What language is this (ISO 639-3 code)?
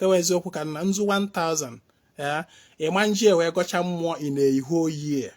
ibo